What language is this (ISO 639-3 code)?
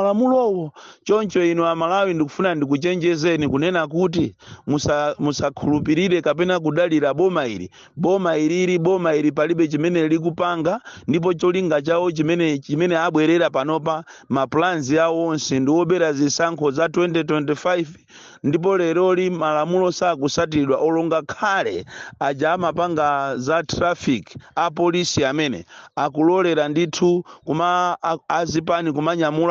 nya